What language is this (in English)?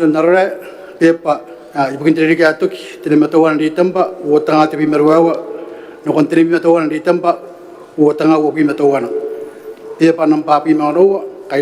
Gilbertese